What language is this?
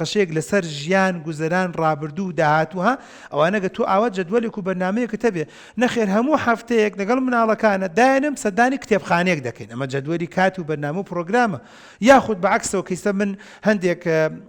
Central Kurdish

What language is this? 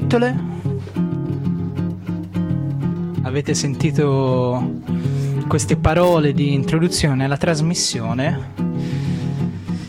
Italian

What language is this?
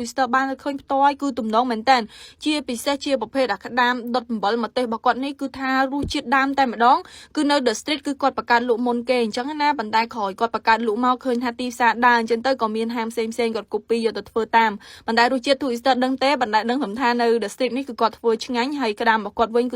Khmer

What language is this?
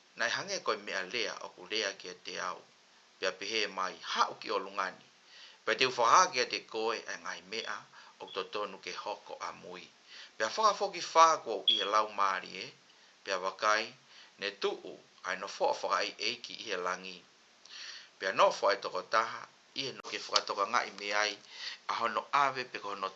Tongan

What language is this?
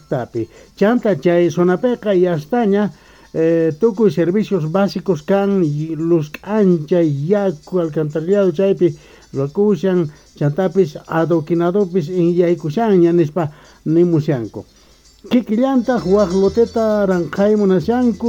Quechua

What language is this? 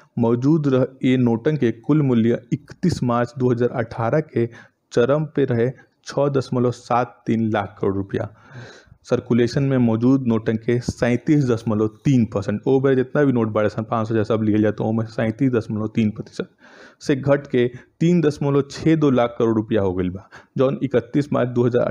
Bhojpuri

